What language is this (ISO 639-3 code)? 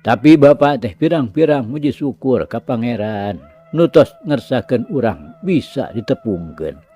sun